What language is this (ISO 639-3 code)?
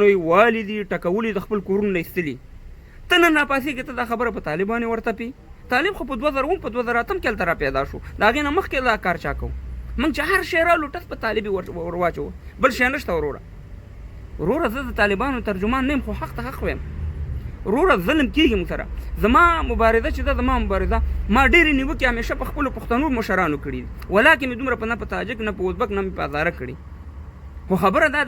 pus